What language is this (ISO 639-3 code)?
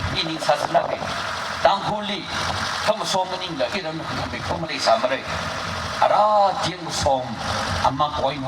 nmf